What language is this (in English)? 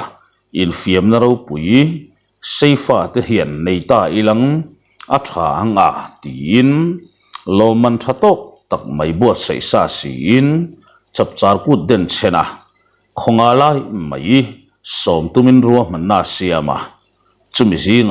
Mizo